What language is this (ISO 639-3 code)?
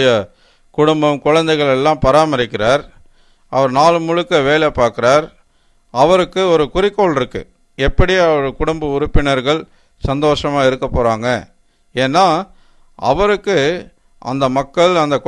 tam